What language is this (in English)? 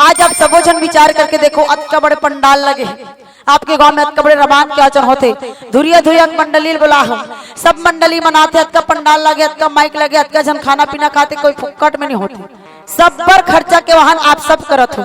Chhattisgarhi